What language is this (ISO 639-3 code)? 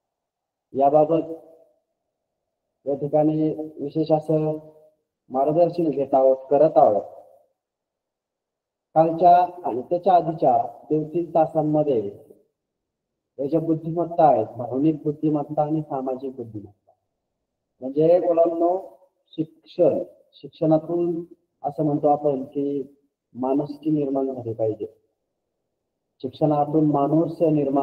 mar